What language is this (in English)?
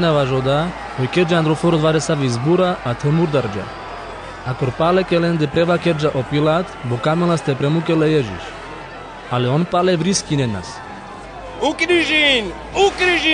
Carpathian Romani